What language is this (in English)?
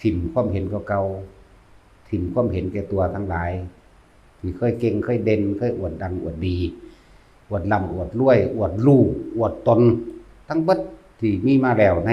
Lao